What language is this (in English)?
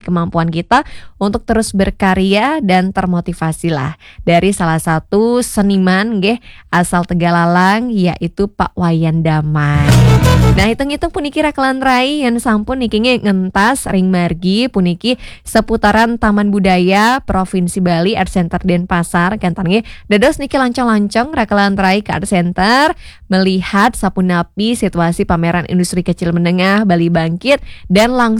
Balinese